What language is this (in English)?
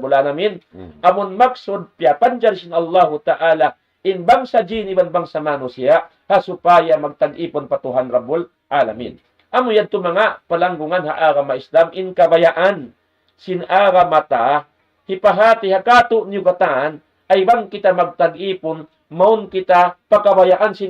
Tausug